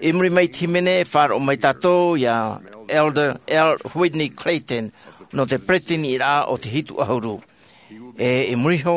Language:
Tahitian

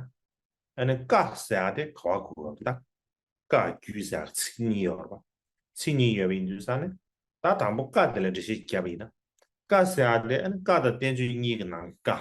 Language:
Tibetan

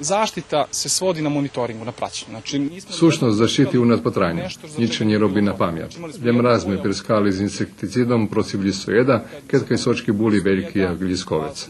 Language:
Rusyn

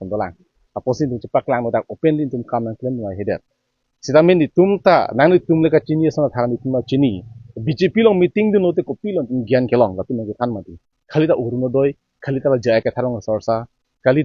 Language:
Karbi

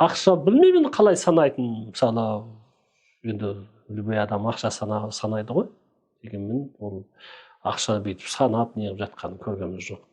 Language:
Kazakh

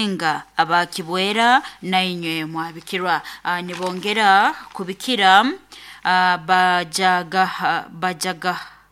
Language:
Nyoro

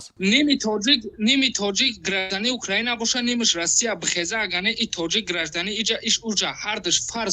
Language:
Tajik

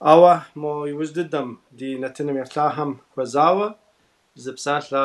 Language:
Kabardian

